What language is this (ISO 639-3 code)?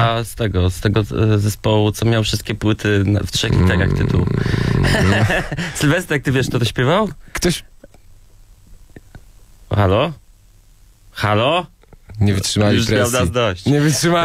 pol